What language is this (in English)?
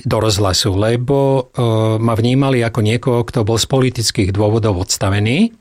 Slovak